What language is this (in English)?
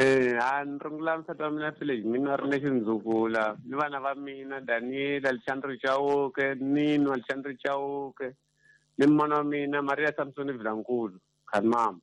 Tsonga